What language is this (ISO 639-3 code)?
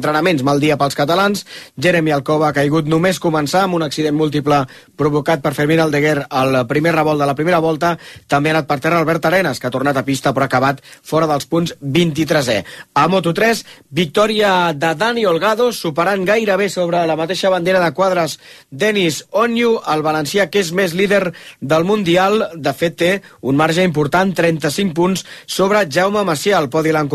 cat